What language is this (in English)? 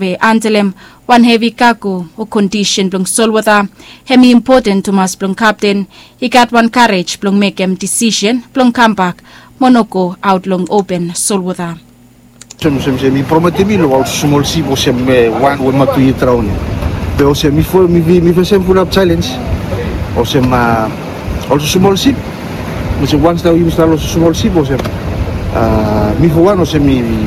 Bislama